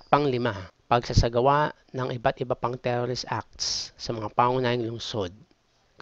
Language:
Filipino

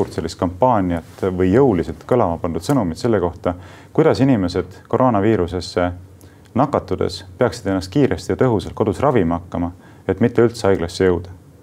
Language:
Estonian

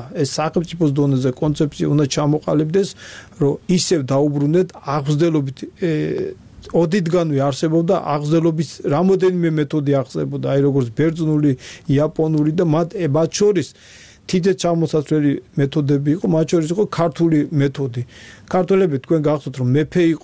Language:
Georgian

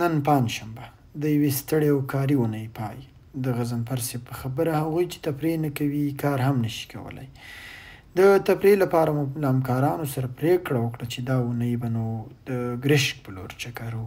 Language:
Pashto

